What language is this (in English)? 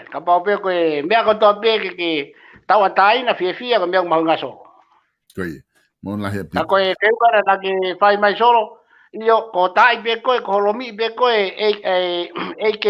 Tongan